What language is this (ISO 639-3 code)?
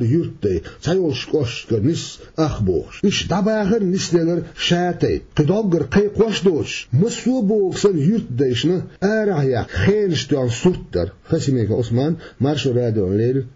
che